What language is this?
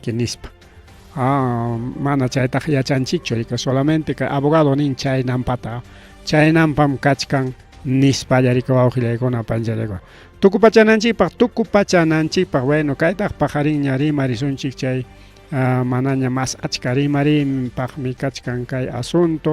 Ayacucho Quechua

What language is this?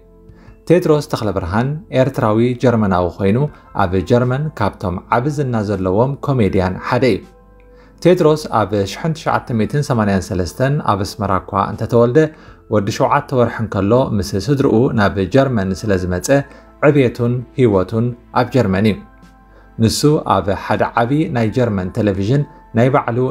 Tigrinya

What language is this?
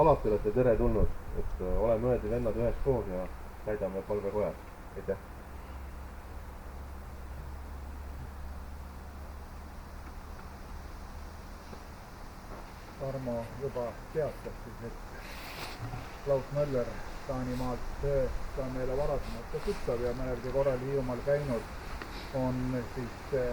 Estonian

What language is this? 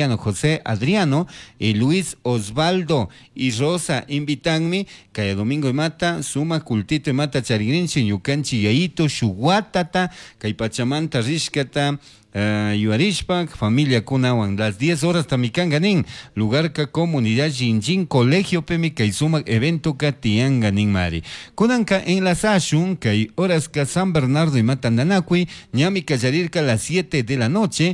Chimborazo Highland Quichua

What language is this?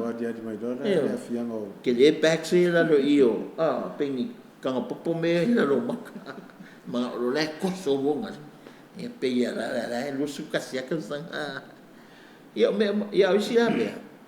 Samoan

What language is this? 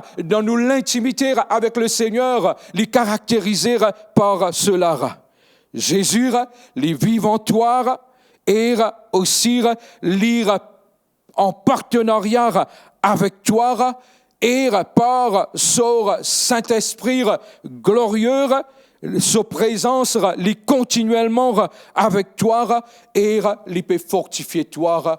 Morisyen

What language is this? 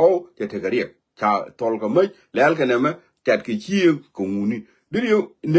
Nuer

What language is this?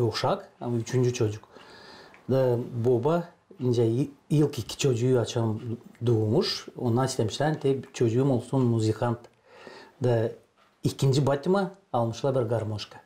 Gagauz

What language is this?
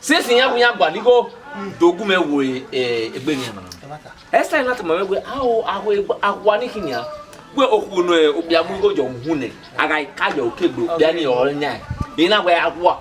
Bini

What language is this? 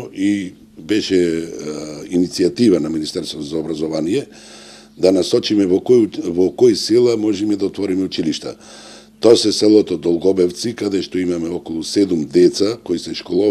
Macedonian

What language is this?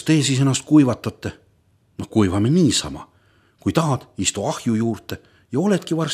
Estonian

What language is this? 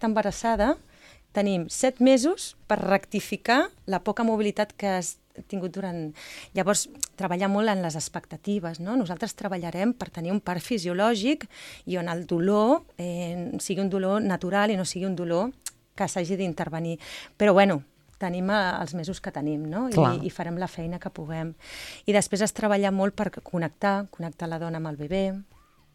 Catalan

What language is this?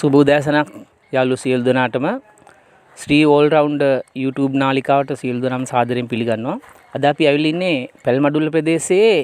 Sinhala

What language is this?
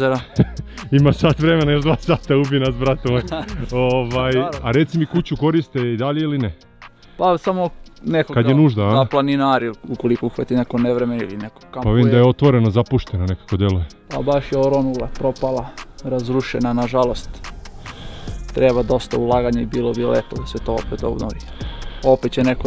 Serbian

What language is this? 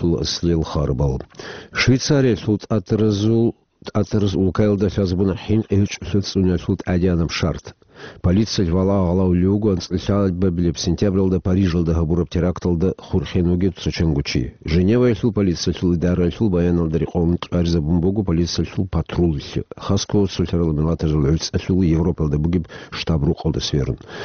Avaric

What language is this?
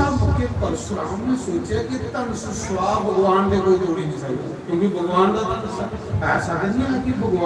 Dogri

